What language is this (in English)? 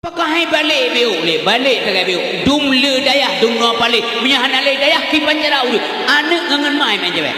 Achinese